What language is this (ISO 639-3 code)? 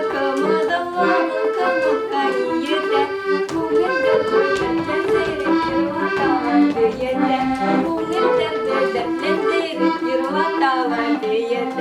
bak